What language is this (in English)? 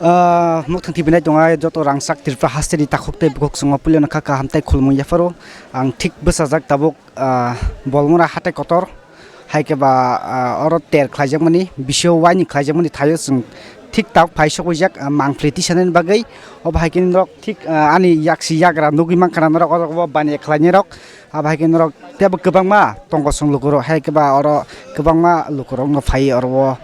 Kok Borok